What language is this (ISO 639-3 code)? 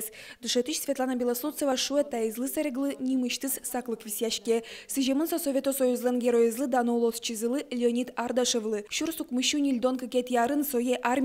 udm